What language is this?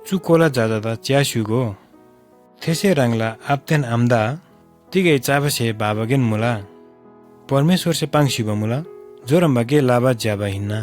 Eastern Tamang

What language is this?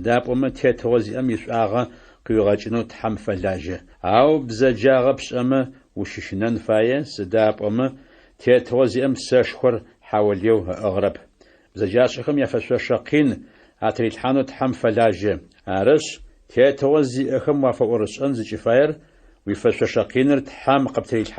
Adyghe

